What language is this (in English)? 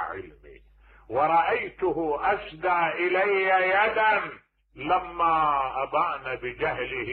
Mesopotamian Arabic